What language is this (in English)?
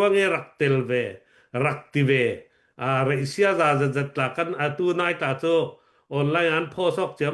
Hakha Chin